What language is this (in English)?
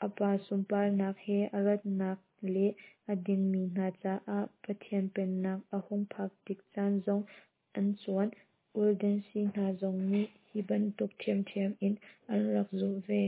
Hakha Chin